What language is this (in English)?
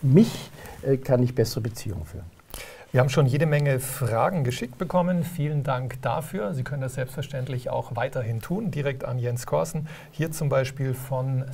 German